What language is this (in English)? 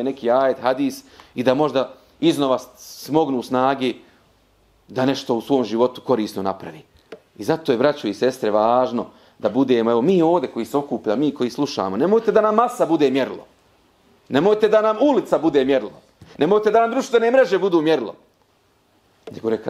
Bosnian